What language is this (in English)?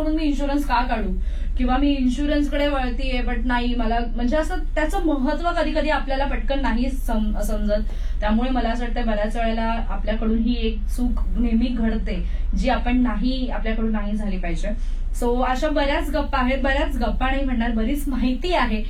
Marathi